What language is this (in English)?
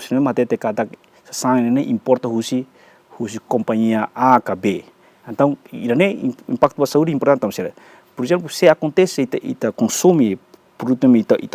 Tetum